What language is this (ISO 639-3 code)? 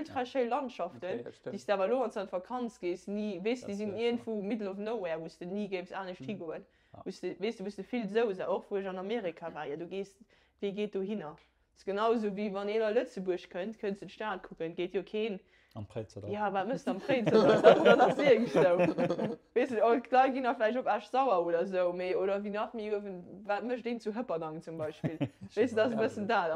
ltz